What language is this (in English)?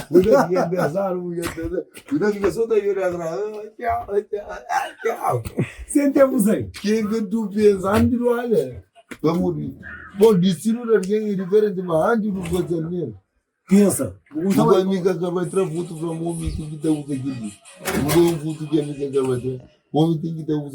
Kabuverdianu